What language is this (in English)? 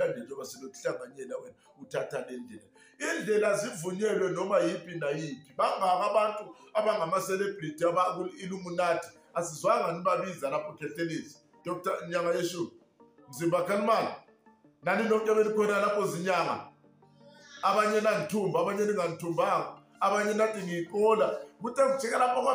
Zulu